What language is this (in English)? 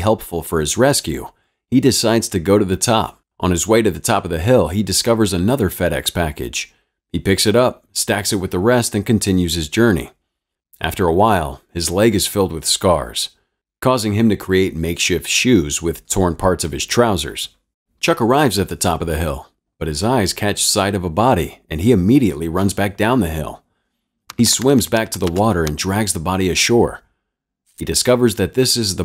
English